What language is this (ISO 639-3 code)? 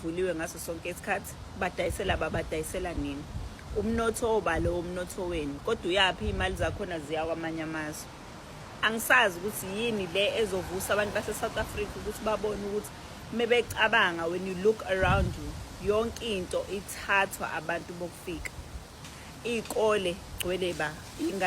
zul